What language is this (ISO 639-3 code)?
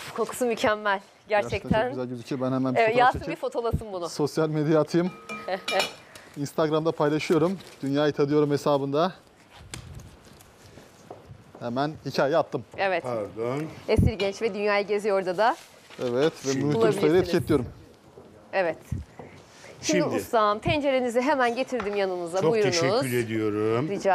tur